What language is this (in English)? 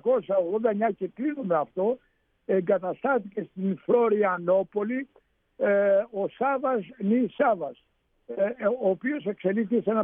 Greek